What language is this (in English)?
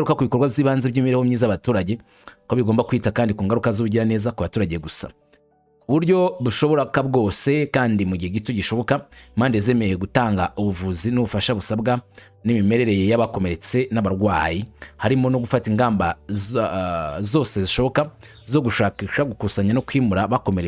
Kinyarwanda